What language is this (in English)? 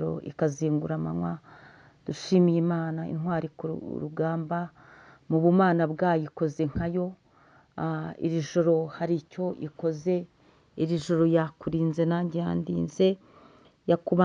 Kinyarwanda